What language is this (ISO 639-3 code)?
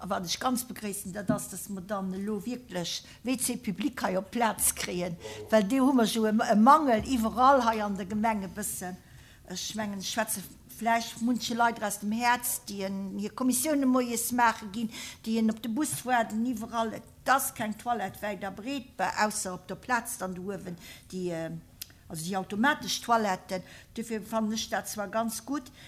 ltz